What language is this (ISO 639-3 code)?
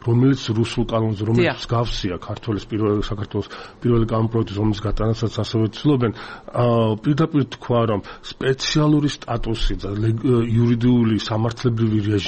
kat